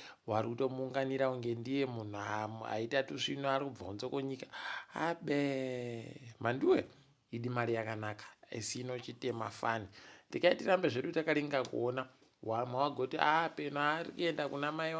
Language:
Ndau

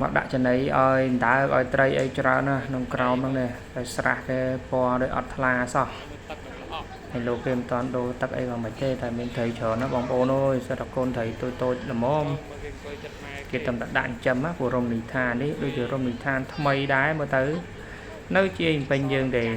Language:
Khmer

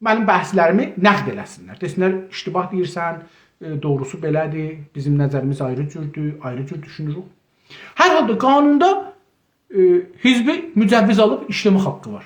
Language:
South Azerbaijani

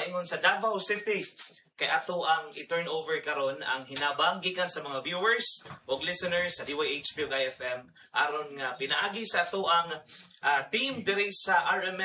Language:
Cebuano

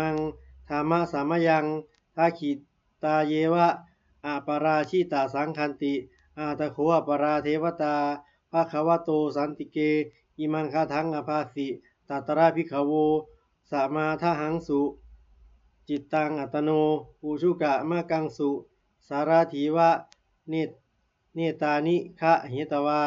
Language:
Pali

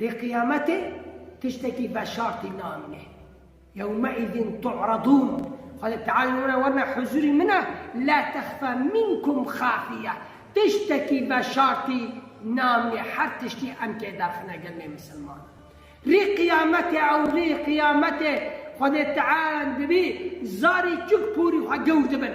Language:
Kurdish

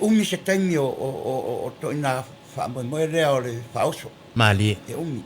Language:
Samoan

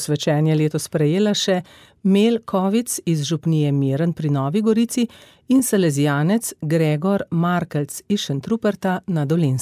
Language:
Slovenian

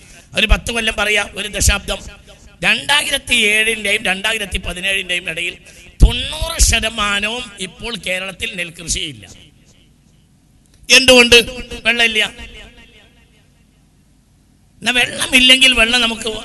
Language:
Malayalam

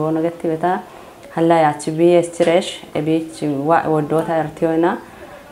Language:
Kafa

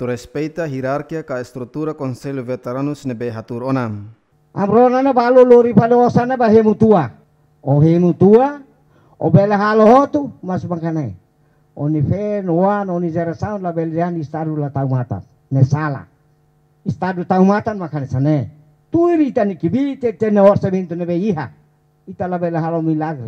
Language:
Tetum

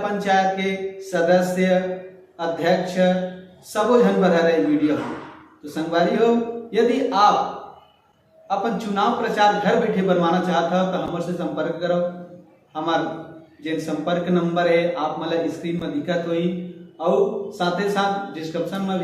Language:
Chhattisgarhi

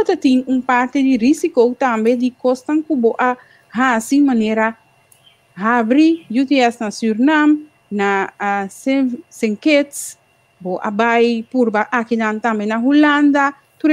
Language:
Papiamento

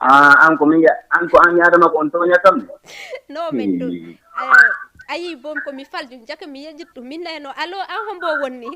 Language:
Fula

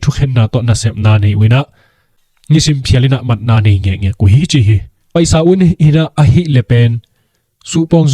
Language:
Tedim Chin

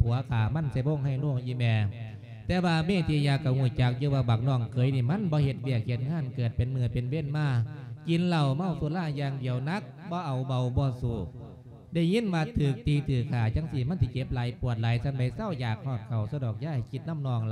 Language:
Lao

